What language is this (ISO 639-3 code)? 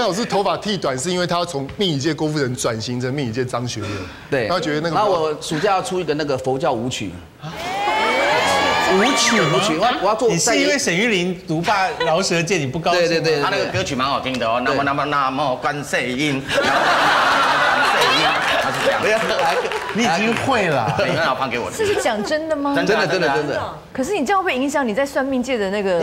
zho